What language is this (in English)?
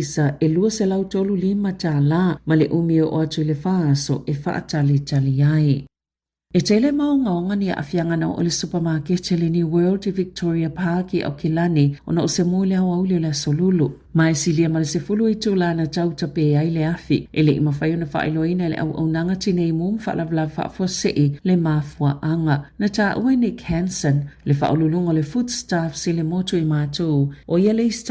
Samoan